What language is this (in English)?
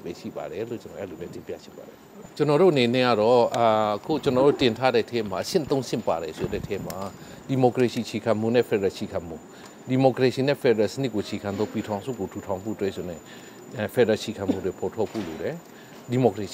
Burmese